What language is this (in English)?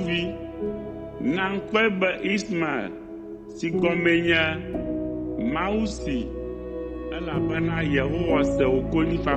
Ewe